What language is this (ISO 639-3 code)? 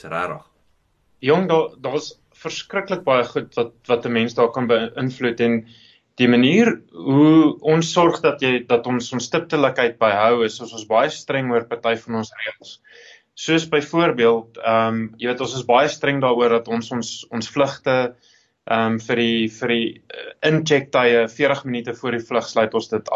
afr